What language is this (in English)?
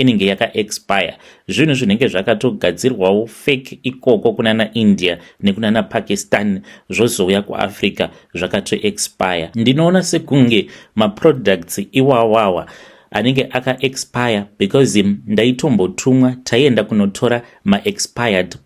Shona